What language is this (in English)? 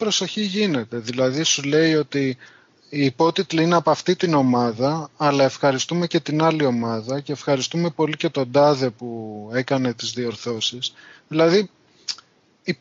Greek